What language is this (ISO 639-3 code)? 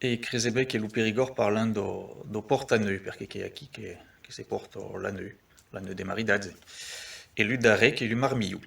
oci